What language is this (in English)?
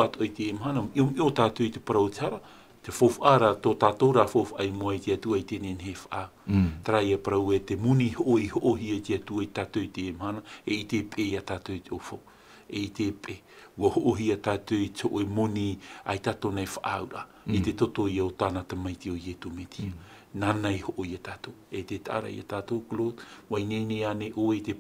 Tahitian